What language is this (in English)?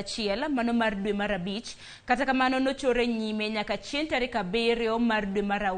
Luo (Kenya and Tanzania)